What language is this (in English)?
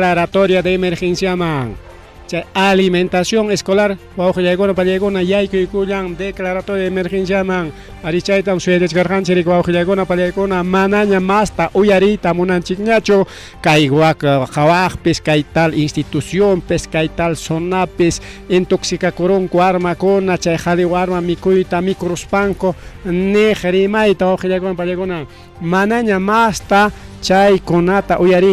Ayacucho Quechua